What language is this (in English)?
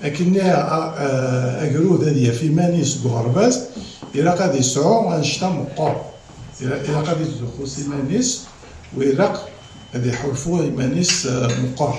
Kabyle